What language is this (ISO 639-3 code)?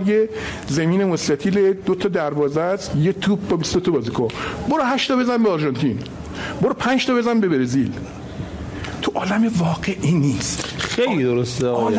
fas